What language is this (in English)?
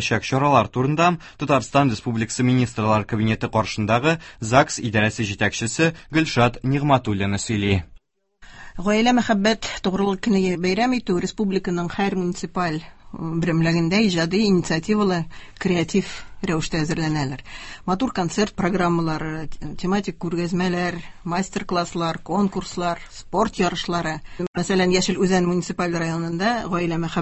Tatar